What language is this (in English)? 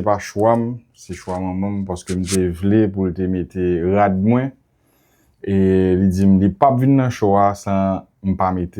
Haitian Creole